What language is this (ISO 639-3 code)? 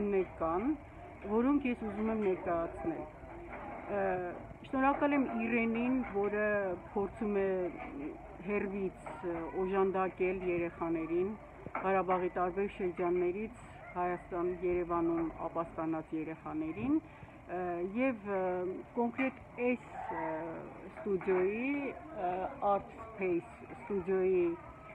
hye